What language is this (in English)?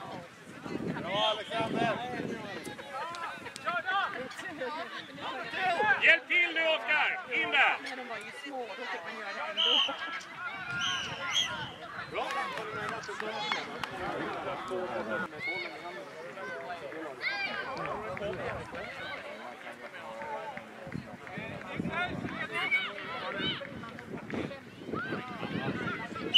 Swedish